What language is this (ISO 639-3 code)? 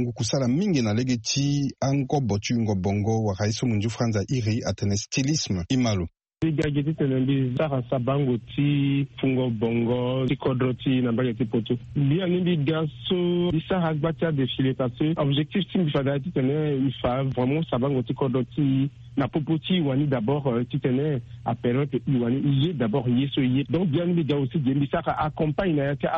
sag